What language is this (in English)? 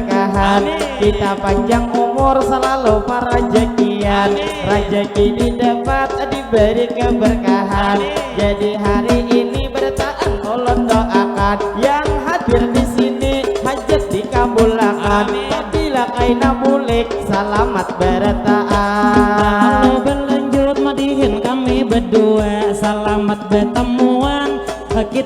Banjar